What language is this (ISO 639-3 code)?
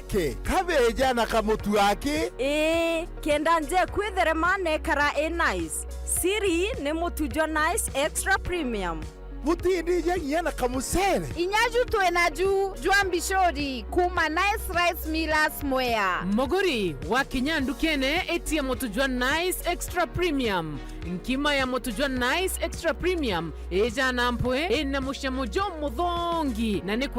mer